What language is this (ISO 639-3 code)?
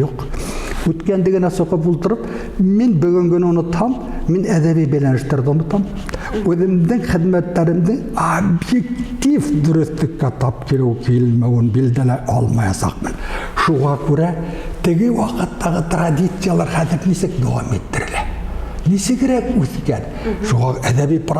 bak